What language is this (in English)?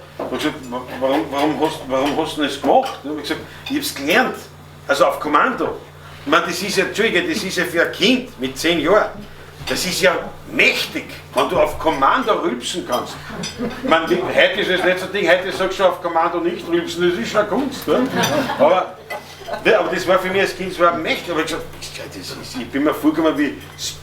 Bavarian